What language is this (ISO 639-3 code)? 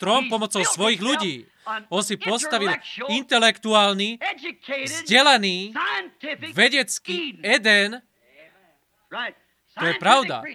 slk